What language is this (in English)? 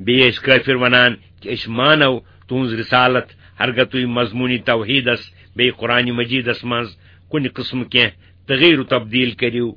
Kashmiri